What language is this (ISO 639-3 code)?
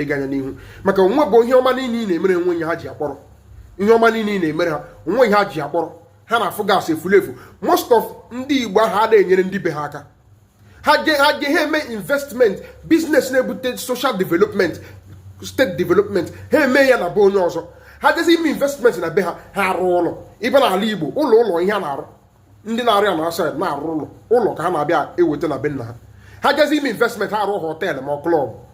ibo